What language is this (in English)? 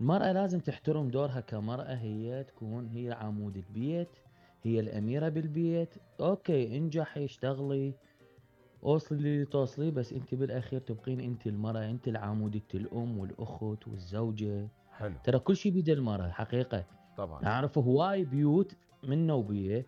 Mesopotamian Arabic